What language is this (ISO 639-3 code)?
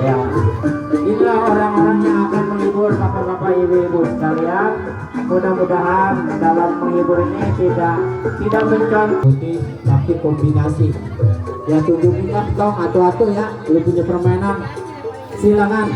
bew